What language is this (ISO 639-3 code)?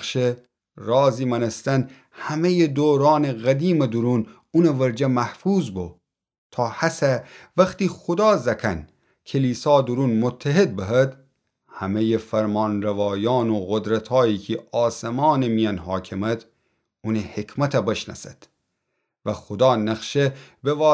glk